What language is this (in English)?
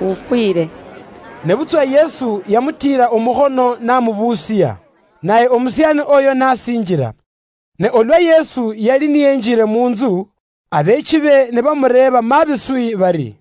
Luyia